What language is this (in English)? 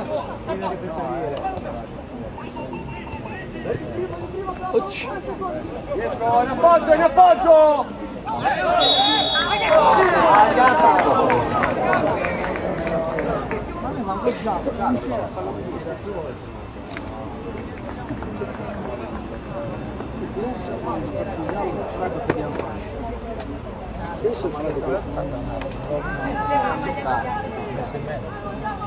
Italian